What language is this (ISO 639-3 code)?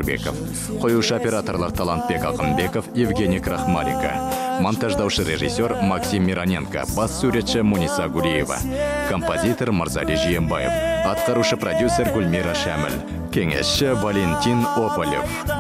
kaz